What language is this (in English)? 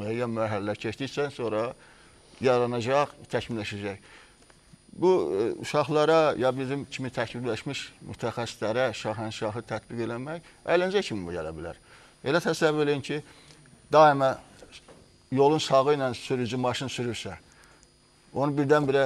Azerbaijani